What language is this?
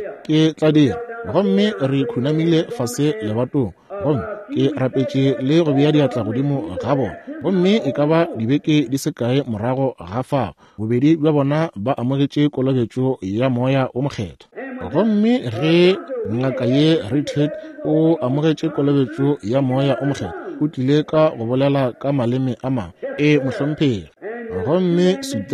Northern Sotho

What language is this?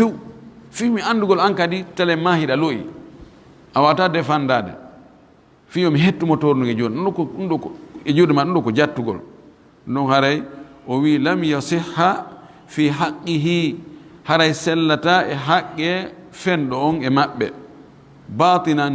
Fula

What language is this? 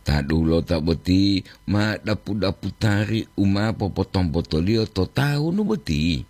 Gorontalo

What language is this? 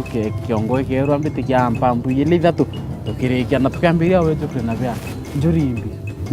Meru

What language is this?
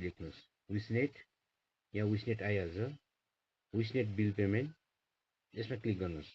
Nepali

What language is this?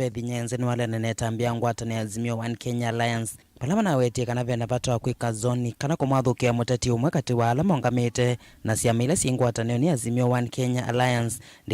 Kamba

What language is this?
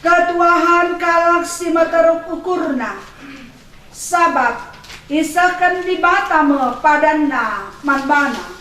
Batak Karo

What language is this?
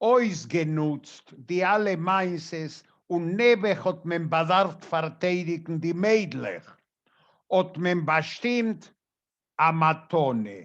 Yiddish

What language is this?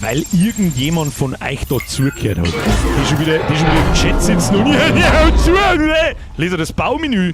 Bavarian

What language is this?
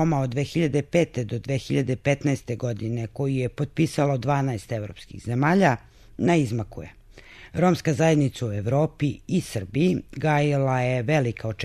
Serbian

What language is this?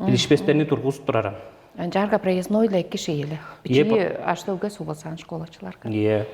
Tuvinian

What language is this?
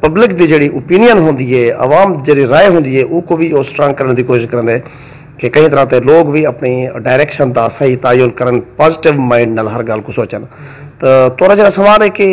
Saraiki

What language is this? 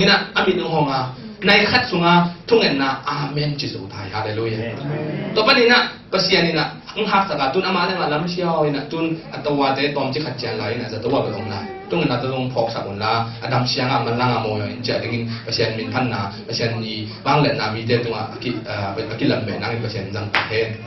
Tedim Chin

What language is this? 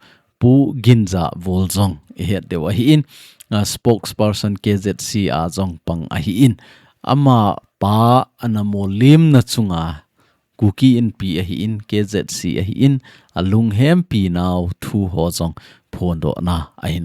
Thado Chin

